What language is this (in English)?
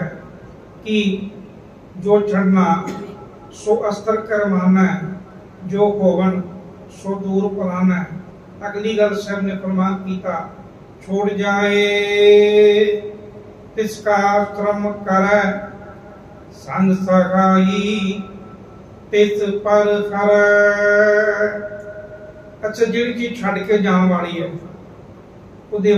Punjabi